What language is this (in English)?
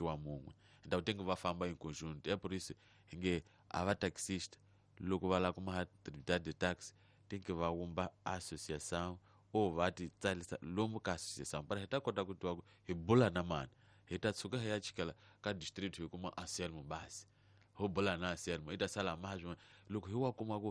Tsonga